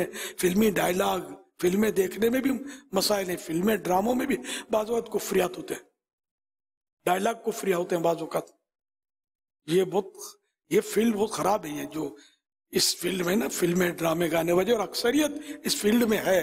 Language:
Urdu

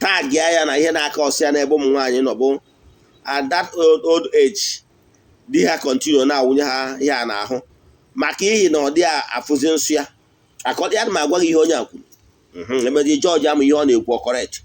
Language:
Igbo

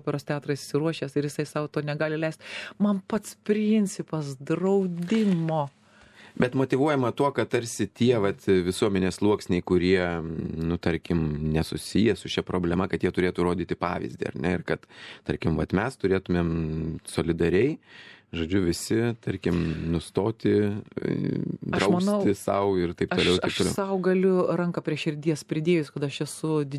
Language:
Lithuanian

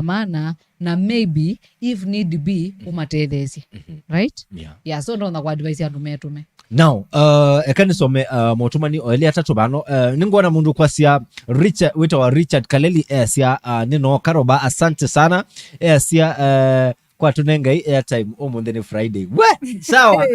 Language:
Kamba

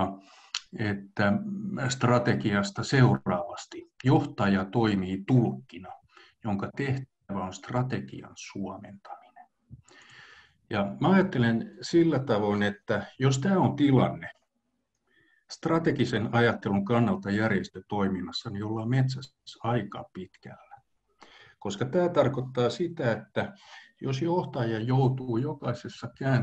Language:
Finnish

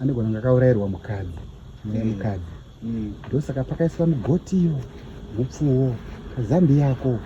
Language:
Shona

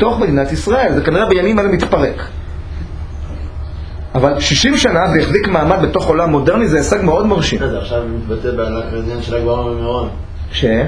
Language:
Hebrew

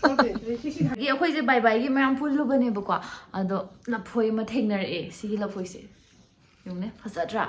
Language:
Manipuri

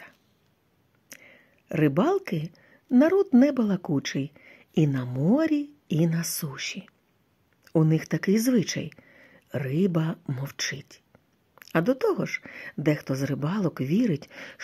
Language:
Ukrainian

